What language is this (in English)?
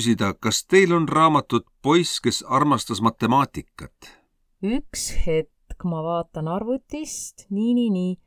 Estonian